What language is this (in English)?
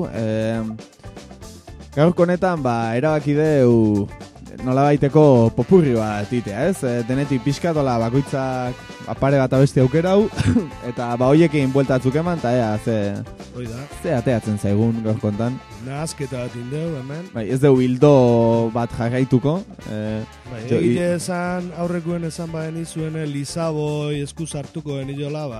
Basque